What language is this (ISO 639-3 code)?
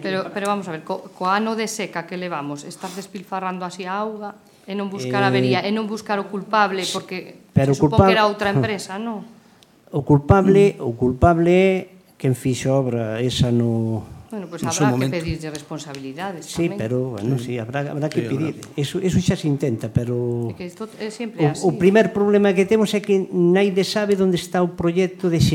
glg